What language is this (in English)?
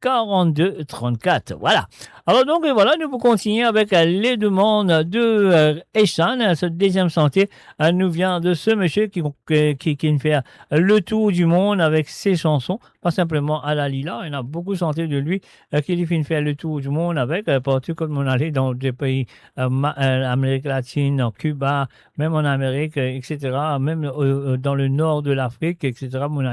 Morisyen